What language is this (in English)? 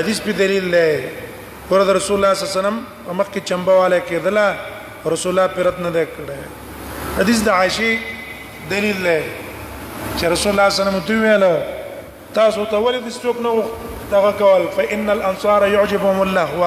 Pashto